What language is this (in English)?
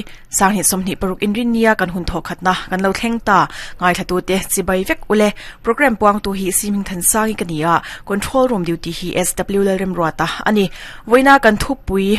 Mizo